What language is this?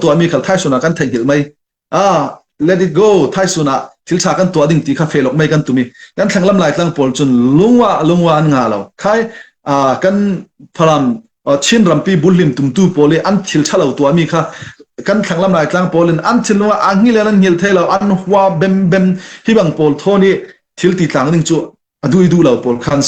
Falam Chin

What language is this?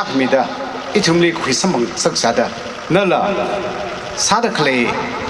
Tangkhul Naga (India)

